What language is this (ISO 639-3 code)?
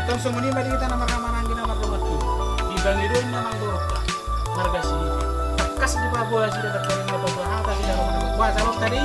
bbc